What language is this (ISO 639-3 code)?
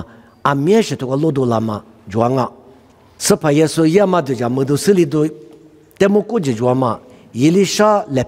lis